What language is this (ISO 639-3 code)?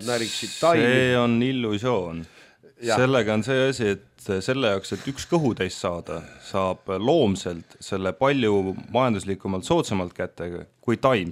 est